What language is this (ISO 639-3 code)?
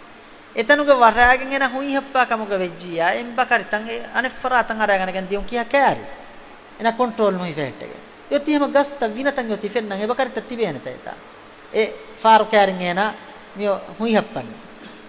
div